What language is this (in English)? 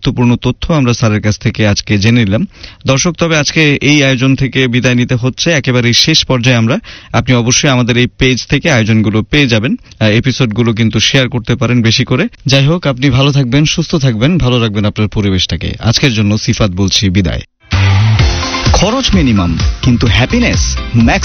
Bangla